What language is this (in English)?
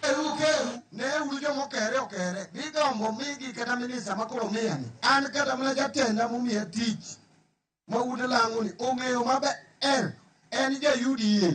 Luo (Kenya and Tanzania)